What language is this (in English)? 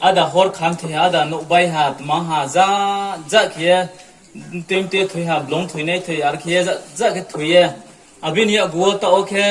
Riang (India)